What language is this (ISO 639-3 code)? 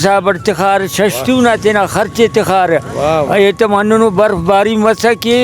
brh